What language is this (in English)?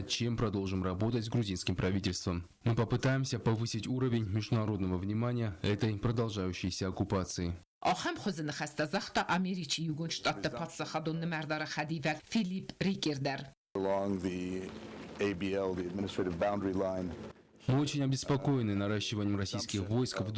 Ossetic